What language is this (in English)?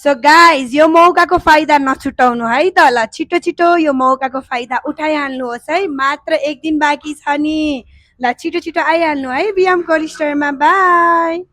Nepali